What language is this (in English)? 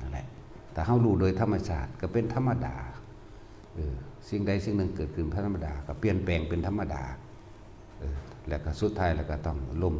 Northeastern Thai